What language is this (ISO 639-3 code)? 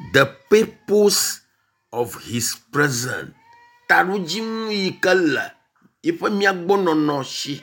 ewe